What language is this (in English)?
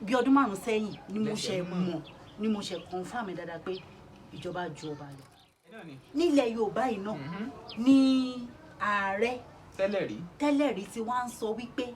Yoruba